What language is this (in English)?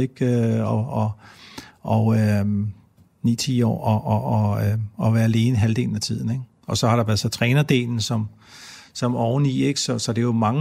Danish